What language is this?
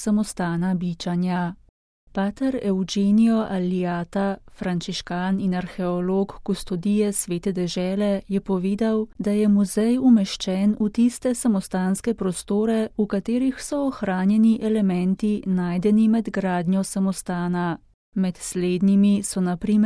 Slovenian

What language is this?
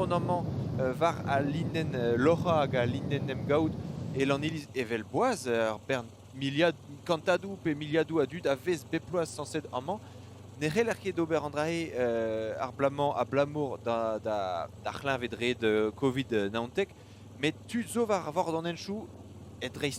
Breton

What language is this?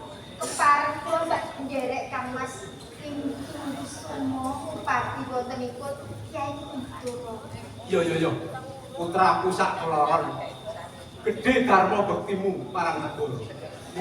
Javanese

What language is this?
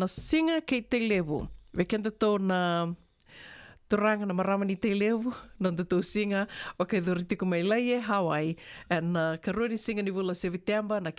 Fijian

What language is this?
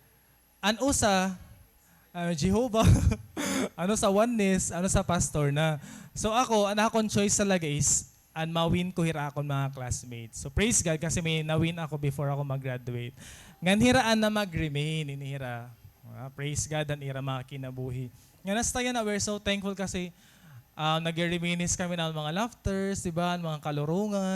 Waray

